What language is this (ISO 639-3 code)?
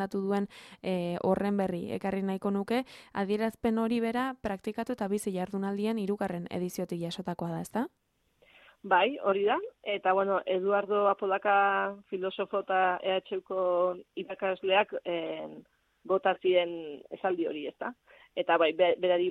eus